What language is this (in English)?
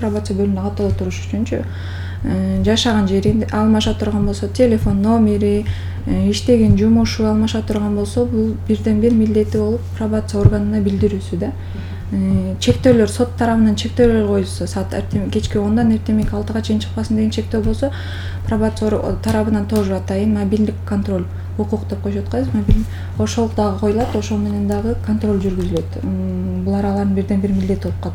Kyrgyz